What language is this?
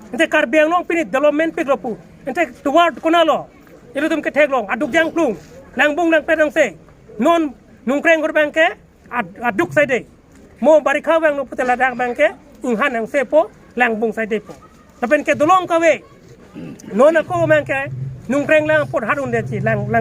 Karbi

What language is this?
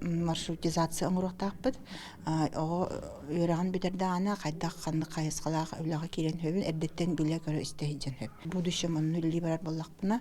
Yakut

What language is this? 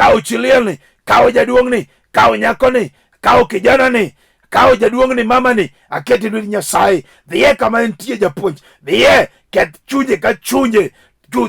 Luo (Kenya and Tanzania)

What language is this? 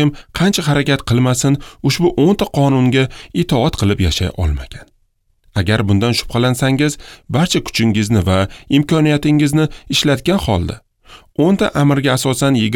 Uzbek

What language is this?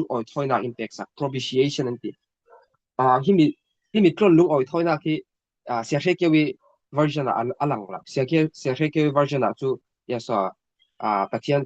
Falam Chin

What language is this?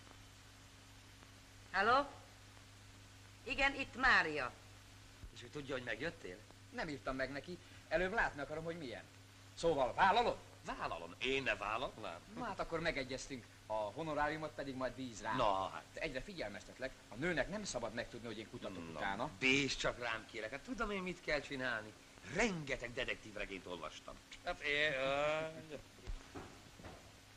Hungarian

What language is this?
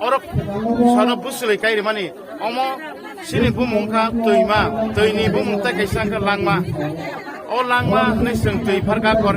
Kok Borok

